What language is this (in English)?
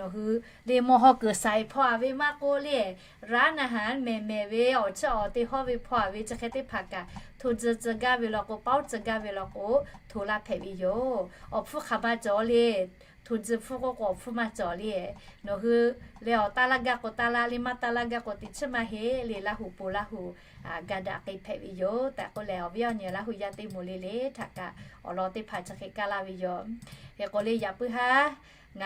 Lahu